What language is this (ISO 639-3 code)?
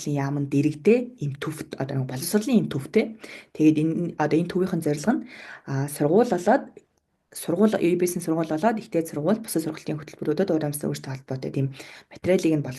mon